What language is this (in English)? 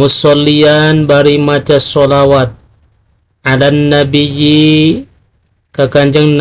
Sundanese